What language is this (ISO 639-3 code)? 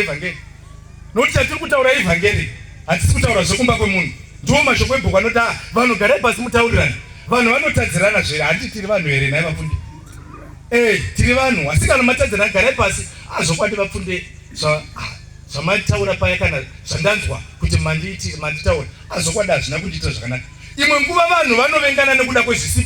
sna